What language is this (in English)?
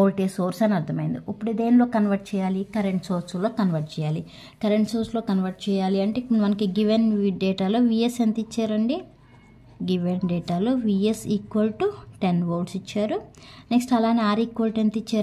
Telugu